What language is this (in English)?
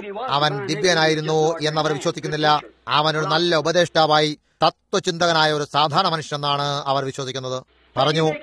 Malayalam